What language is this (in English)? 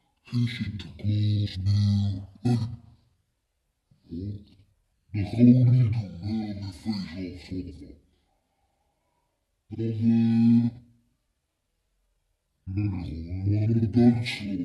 Dutch